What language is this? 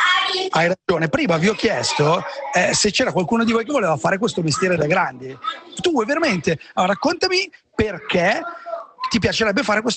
Italian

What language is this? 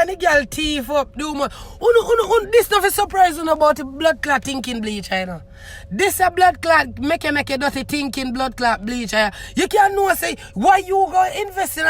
Jamaican Creole English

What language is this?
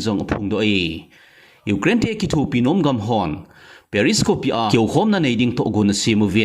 Thado Chin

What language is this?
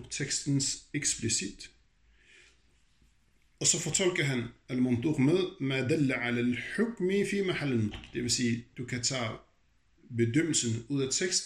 Danish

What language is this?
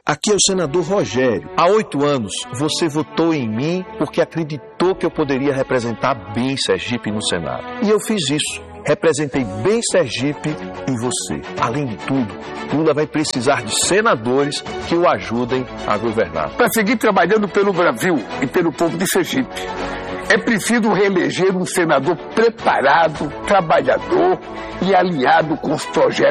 Portuguese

